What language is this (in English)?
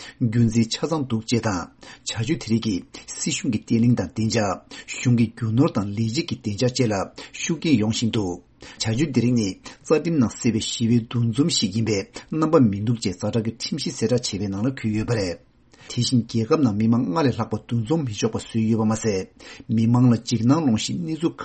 Tibetan